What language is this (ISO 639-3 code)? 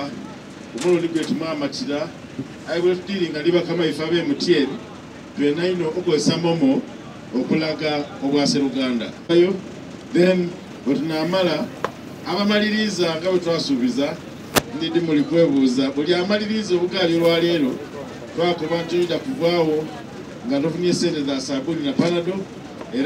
xog